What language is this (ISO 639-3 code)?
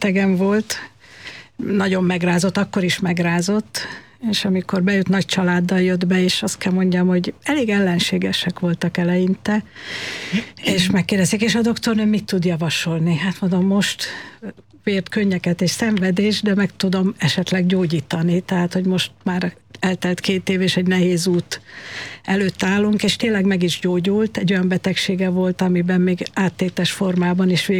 hun